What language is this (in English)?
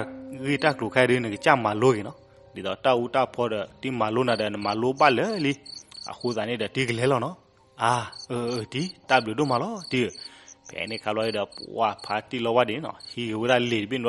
S'gaw Karen